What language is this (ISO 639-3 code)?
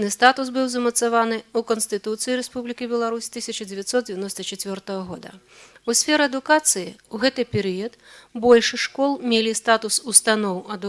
bel